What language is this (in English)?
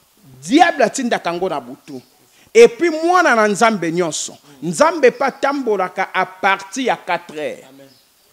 Lingala